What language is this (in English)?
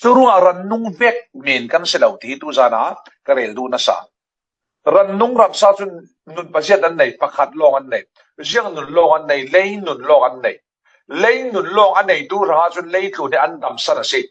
Falam Chin